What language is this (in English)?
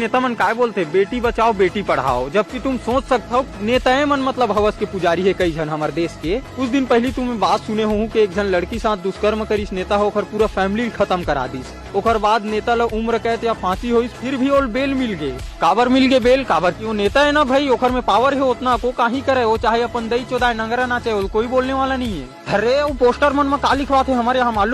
Chhattisgarhi